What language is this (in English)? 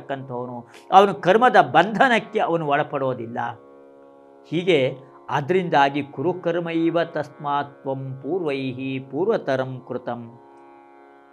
Kannada